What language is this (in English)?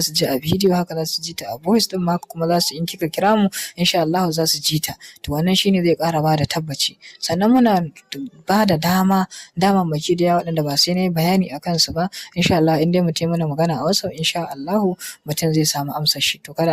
Hausa